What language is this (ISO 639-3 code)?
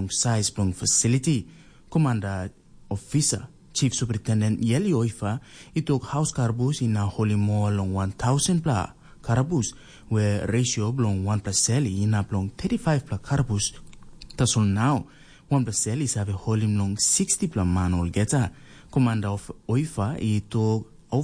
tpi